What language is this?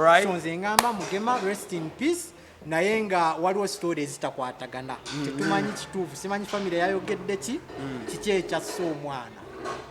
Ganda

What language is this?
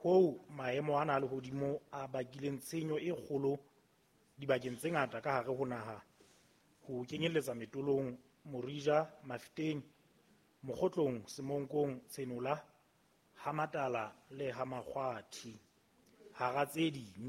Southern Sotho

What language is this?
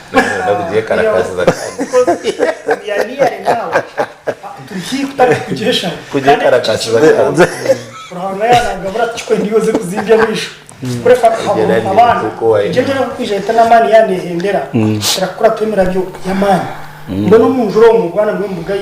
Nyankole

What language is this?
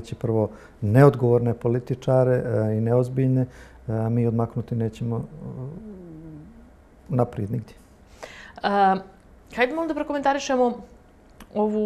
Bosnian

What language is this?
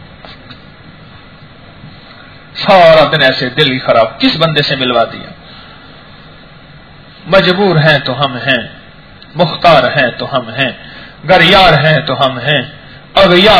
Urdu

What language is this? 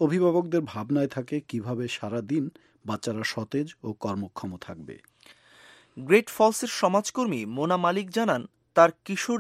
Bangla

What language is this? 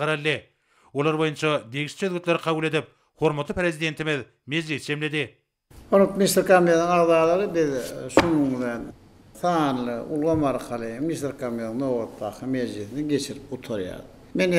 Turkmen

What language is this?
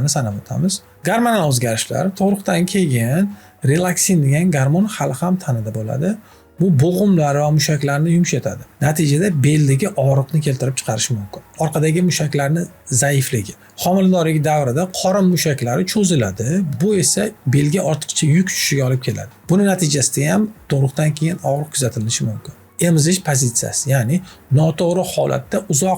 Uzbek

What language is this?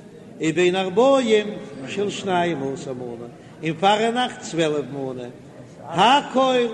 Yiddish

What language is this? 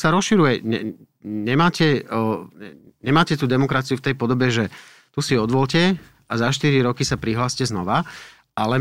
Slovak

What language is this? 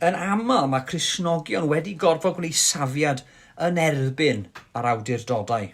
Welsh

